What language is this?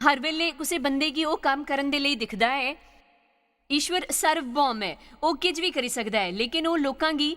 Dogri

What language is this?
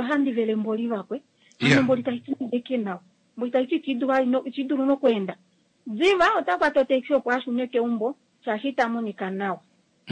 Kuanyama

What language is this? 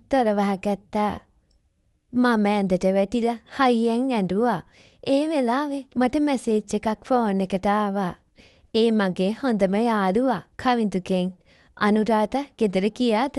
Sinhala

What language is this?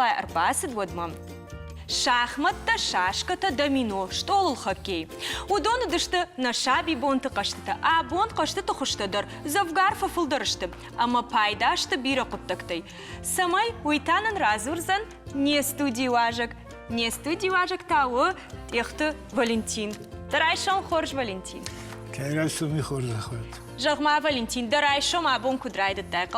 Ossetic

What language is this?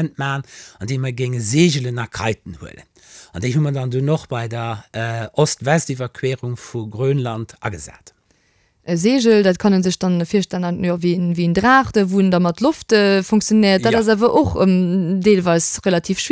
Luxembourgish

